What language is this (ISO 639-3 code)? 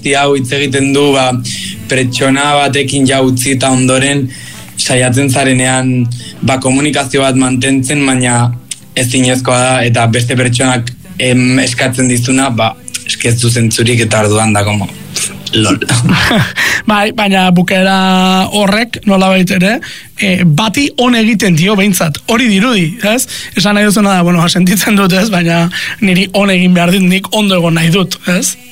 eus